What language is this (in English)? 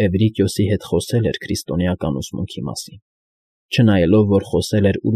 Armenian